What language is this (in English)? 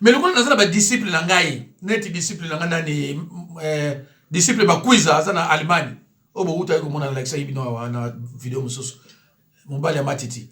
Lingala